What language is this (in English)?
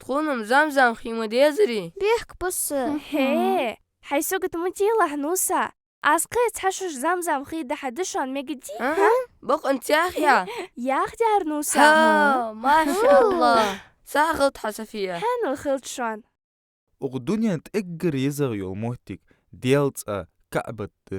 Ingush